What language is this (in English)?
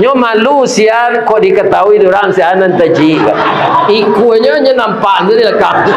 Minangkabau